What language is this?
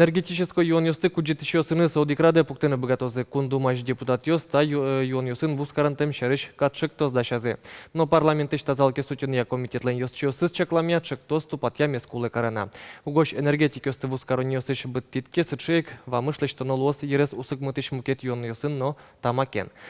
Udmurt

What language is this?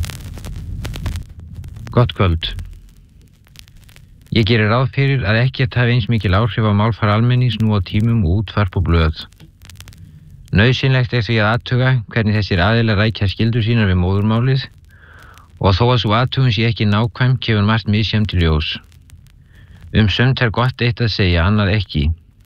Icelandic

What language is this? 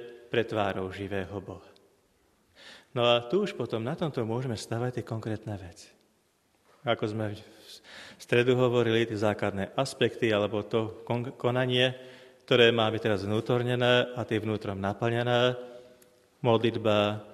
Slovak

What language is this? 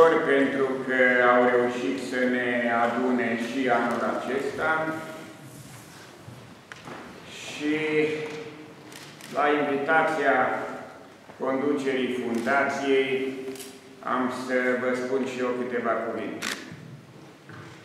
Romanian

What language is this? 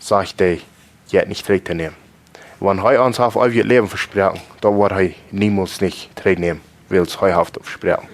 Plautdietsch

